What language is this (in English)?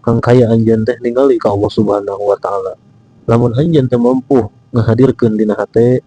Sundanese